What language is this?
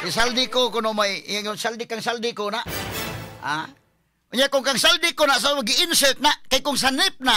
Cebuano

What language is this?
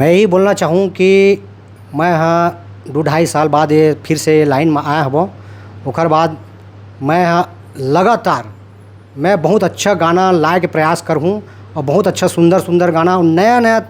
Chhattisgarhi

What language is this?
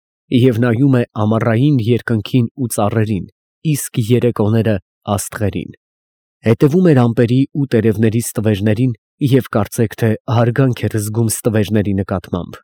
Armenian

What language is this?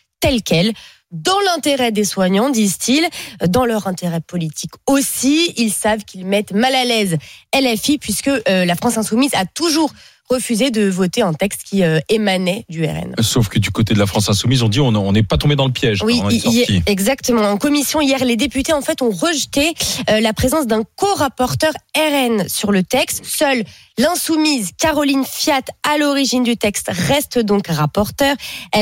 French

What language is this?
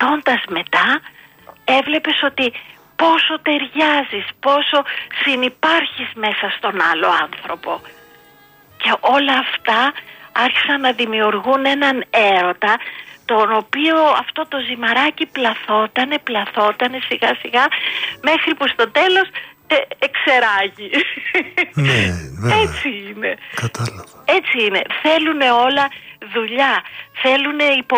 Greek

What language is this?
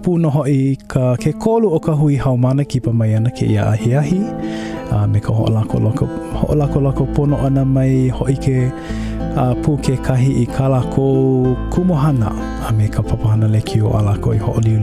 Hawaiian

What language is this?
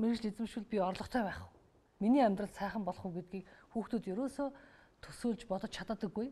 Mongolian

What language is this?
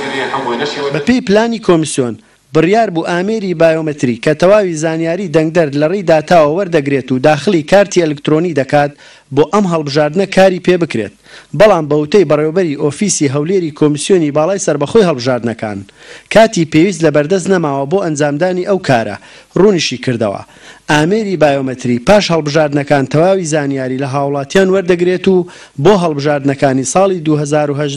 Central Kurdish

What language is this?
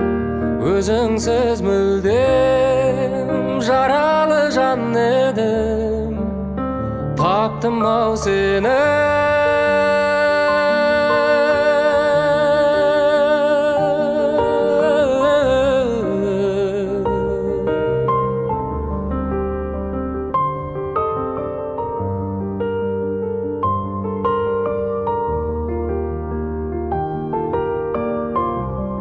Kazakh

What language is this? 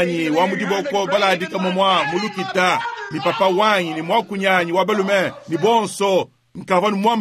Luba-Lulua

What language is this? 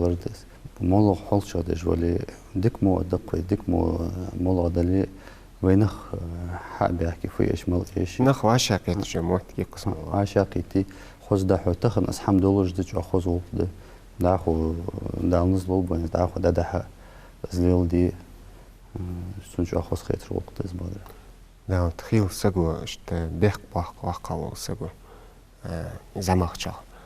Ingush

